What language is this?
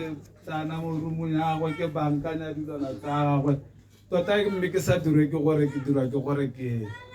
Tswana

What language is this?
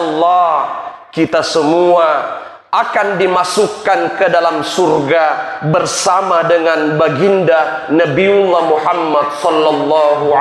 Buginese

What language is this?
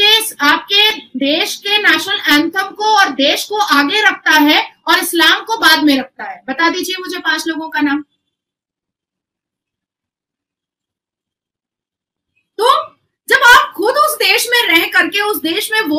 Hindi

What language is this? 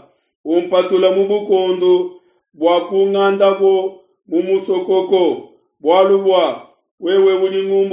Luba-Lulua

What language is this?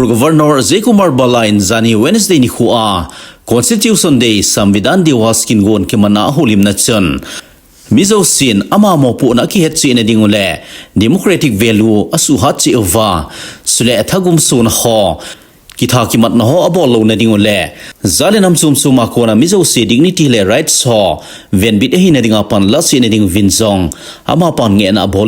Thado Chin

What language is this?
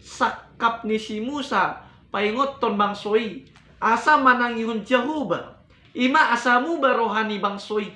Batak Toba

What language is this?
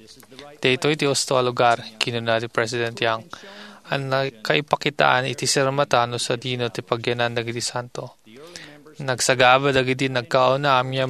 Iloko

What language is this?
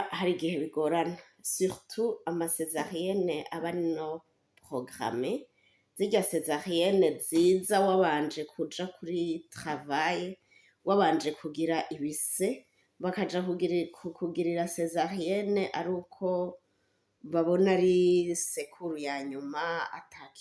Rundi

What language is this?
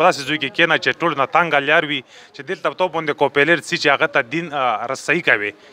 Pashto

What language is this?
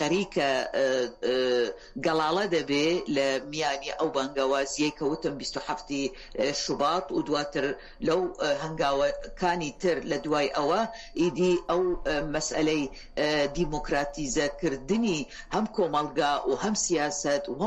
Central Kurdish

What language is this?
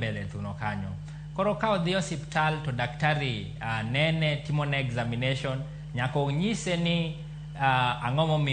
Luo (Kenya and Tanzania)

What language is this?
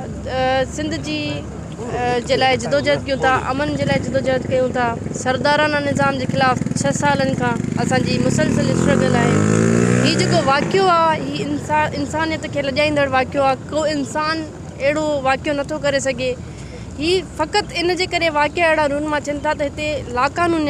Sindhi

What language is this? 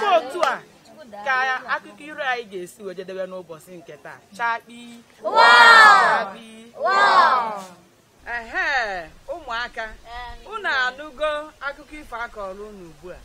Igbo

